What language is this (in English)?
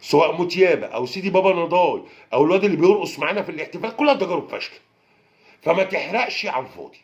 Egyptian Arabic